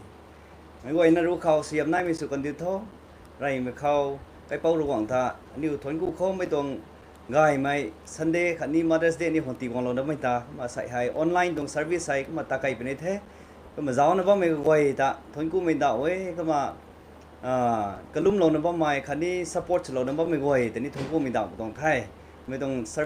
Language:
Rongmei Naga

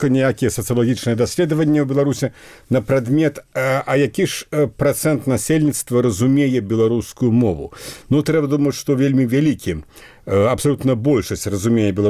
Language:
Belarusian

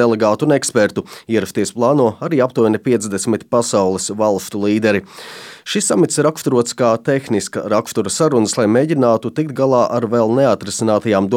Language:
Latvian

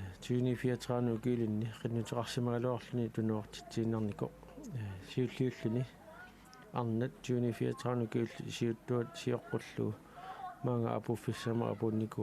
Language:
Kalaallisut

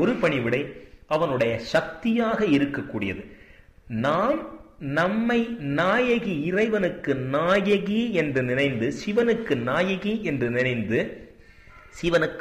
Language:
Tamil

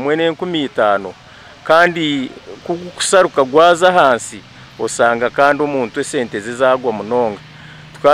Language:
Nyankole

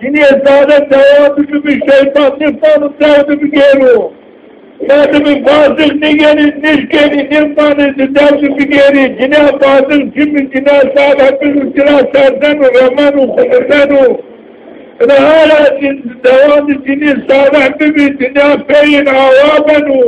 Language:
Zaza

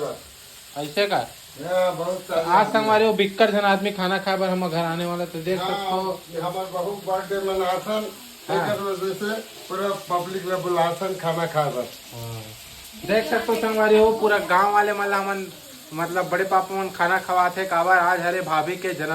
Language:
Chhattisgarhi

